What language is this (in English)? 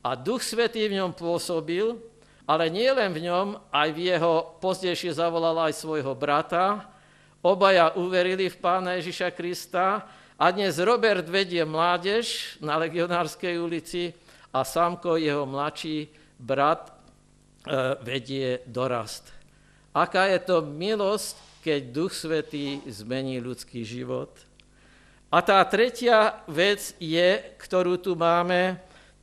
Slovak